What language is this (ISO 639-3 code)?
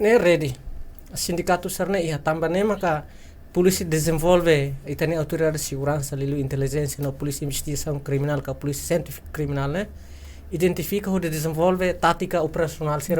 tet